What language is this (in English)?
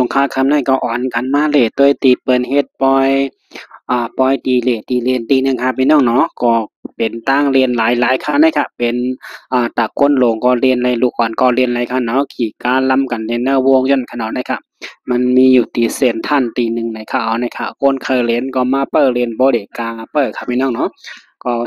Shan